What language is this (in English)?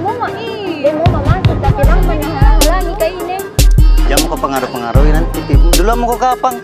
Makassar Malay